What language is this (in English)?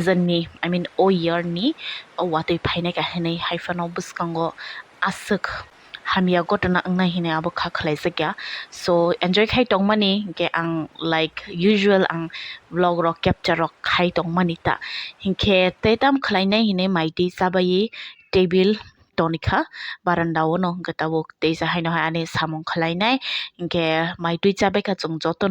Kok Borok